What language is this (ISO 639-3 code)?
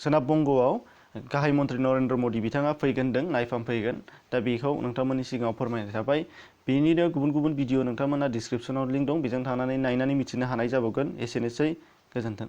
brx